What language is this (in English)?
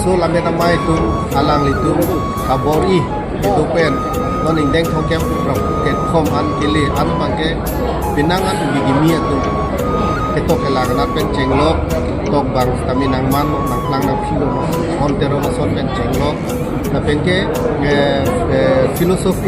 Karbi